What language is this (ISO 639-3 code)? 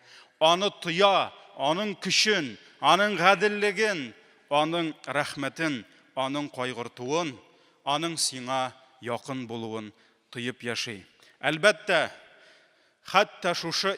tat